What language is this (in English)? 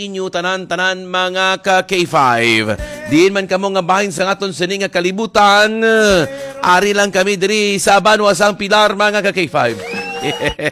Hiligaynon